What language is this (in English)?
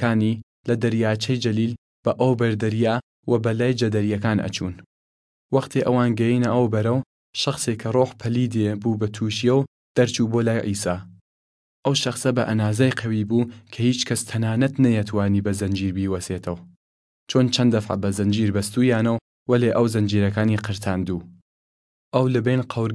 Southern Kurdish